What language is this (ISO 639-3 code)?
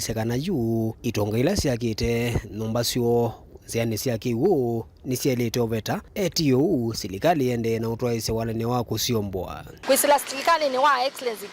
kam